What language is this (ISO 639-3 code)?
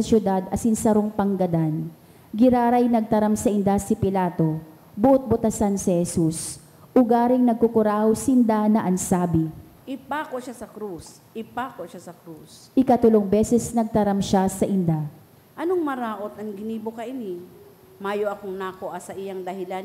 bik